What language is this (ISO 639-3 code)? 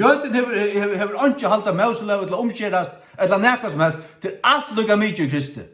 fao